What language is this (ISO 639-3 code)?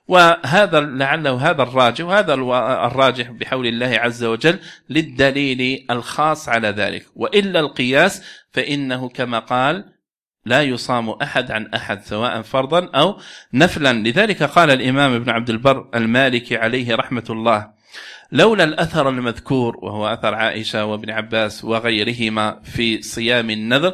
ara